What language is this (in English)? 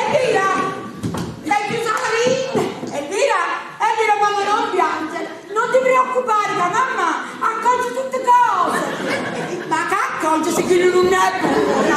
Neapolitan